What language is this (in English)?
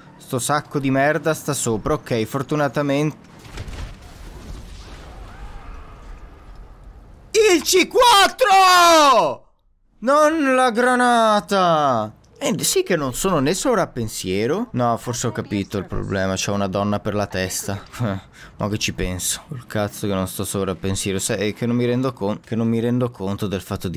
Italian